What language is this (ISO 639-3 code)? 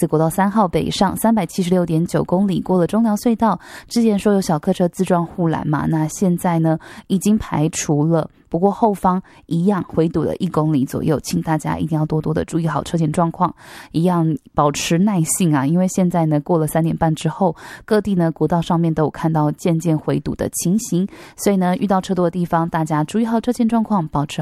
zho